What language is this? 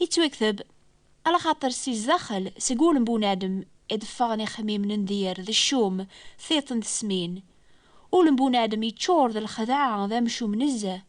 Kabyle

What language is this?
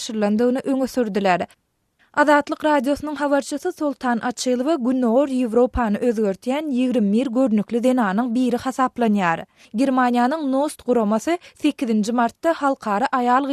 Turkmen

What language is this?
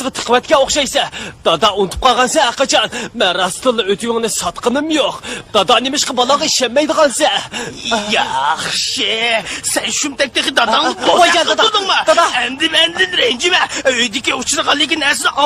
Uyghur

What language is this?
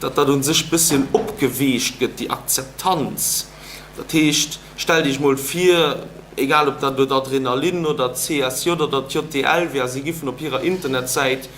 Luxembourgish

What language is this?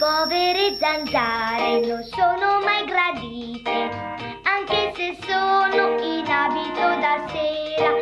Italian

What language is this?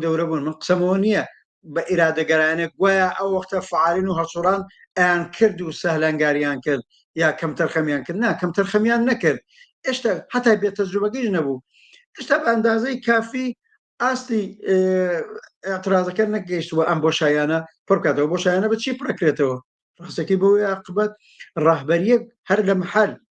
Central Kurdish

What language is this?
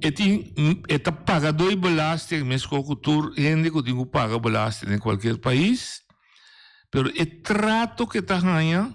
Papiamento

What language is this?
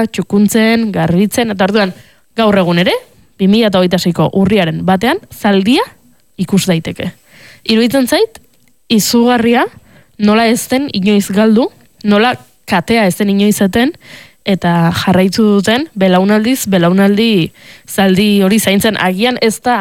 Basque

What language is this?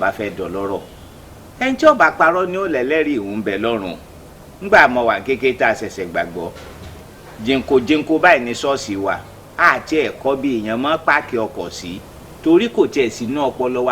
Yoruba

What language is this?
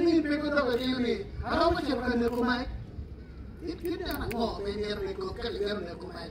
Acoli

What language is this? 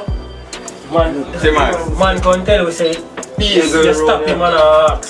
Jamaican Creole English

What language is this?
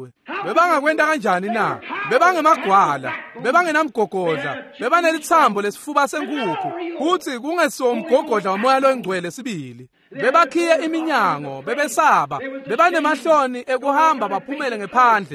Swati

